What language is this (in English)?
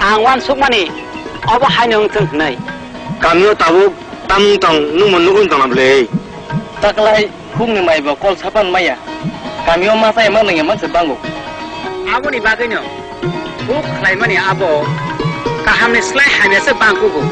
Kok Borok